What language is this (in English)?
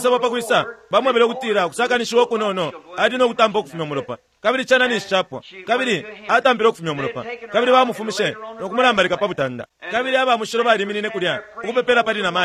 Bemba